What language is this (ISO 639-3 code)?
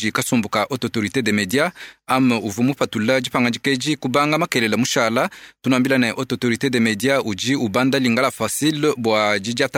lua